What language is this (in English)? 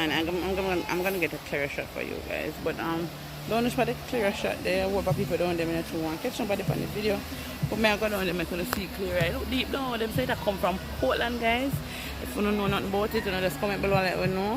Jamaican Creole English